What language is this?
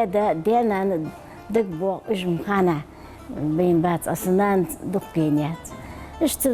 Ingush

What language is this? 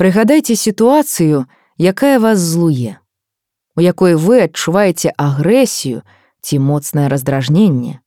Belarusian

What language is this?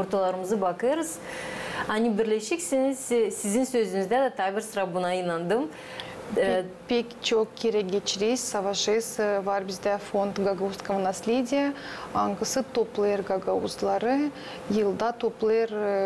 Gagauz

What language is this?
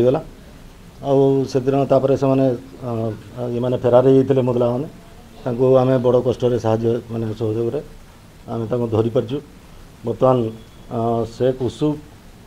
Odia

